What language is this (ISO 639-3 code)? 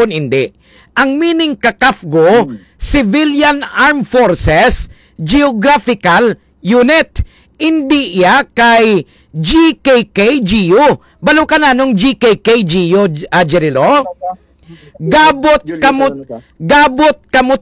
hil